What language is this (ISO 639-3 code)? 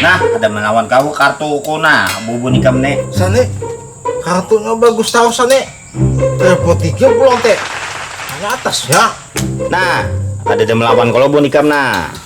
bjn